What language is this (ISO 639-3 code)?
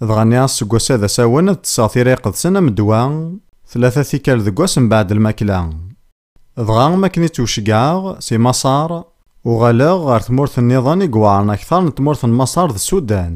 kab